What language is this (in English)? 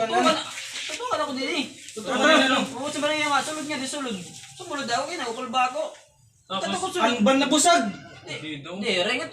Waray